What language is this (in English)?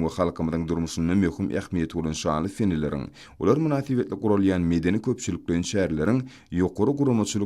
Turkmen